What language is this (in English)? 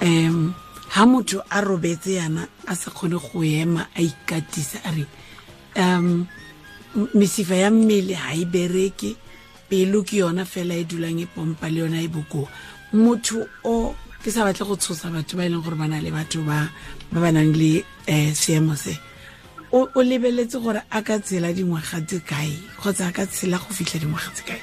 Tswana